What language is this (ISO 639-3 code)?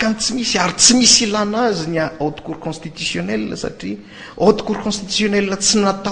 mlg